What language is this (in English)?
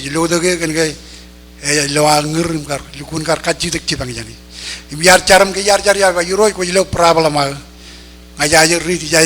Marshallese